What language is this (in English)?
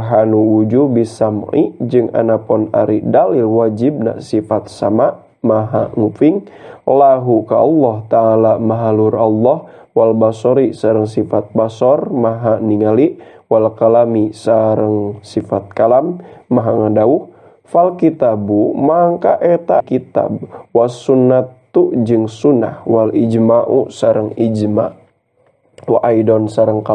Sundanese